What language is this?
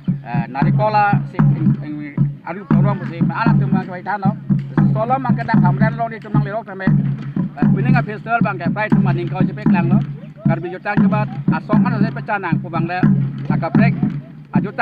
Karbi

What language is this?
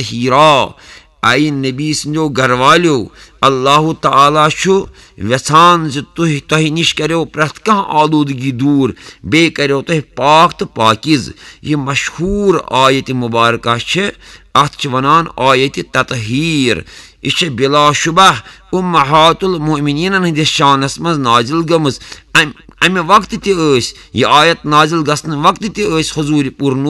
Kashmiri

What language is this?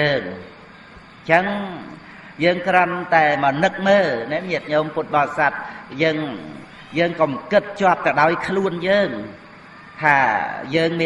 Khmer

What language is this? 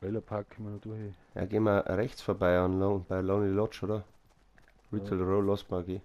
Bavarian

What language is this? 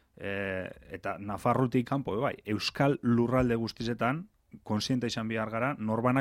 Basque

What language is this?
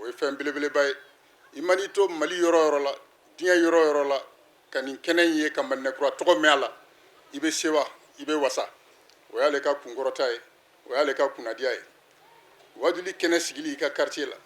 Bambara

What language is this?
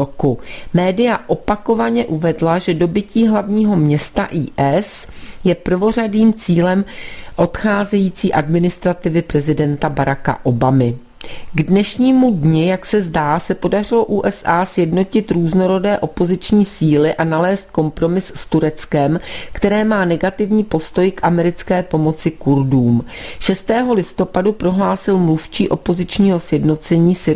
Czech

